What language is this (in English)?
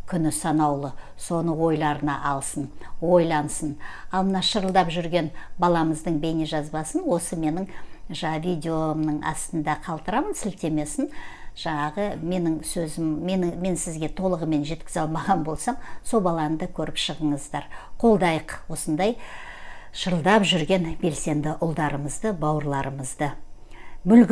Kazakh